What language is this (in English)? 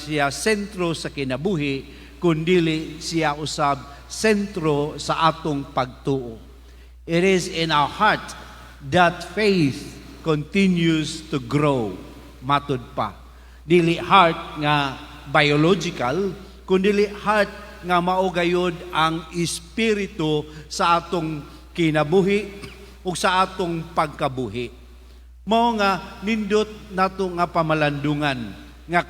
Cebuano